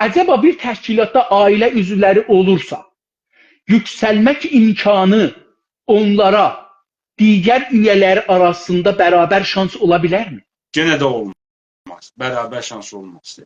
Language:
South Azerbaijani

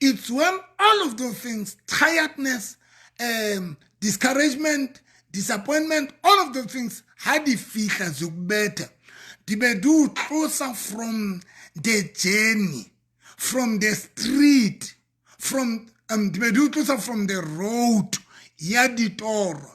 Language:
Southern Sotho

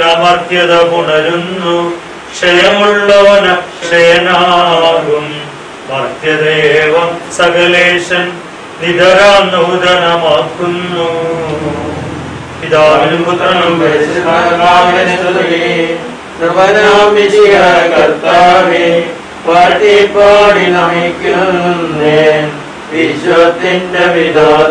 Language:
Malayalam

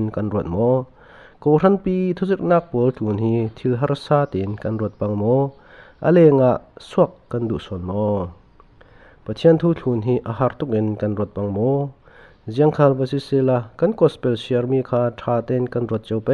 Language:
Falam Chin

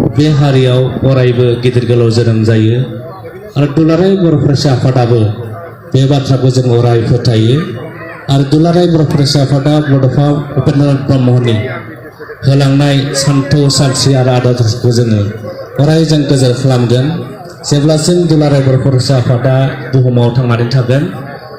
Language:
Bodo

